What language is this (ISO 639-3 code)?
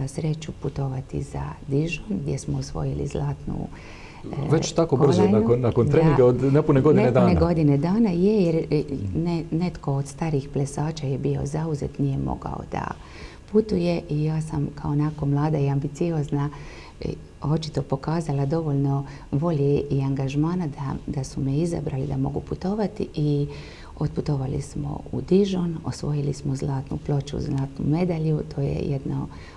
hrv